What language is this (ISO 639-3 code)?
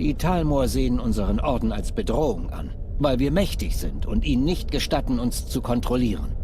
gsw